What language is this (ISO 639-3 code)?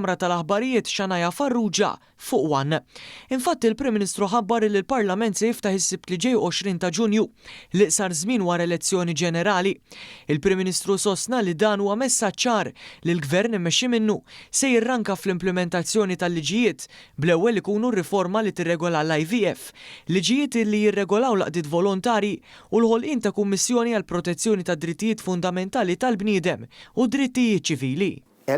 mlt